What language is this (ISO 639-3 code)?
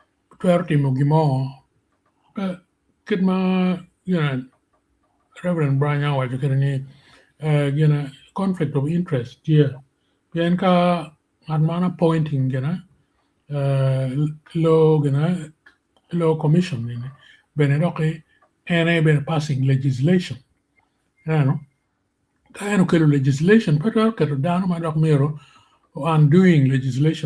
ach